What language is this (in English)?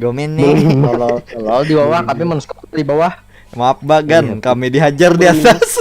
Banjar